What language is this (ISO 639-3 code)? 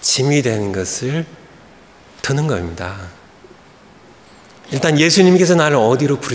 kor